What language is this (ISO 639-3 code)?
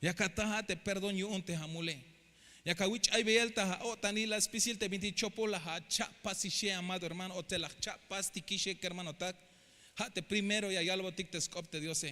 tzh